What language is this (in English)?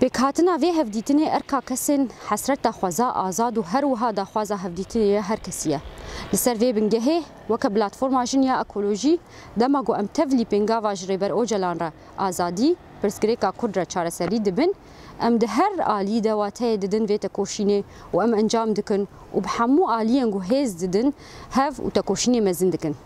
Kurdish